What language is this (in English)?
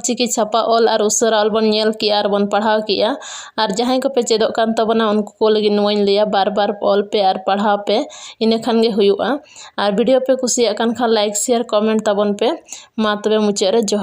Santali